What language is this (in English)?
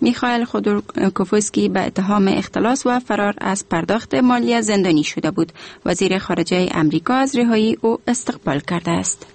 Persian